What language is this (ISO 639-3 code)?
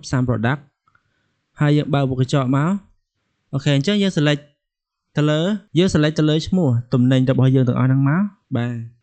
khm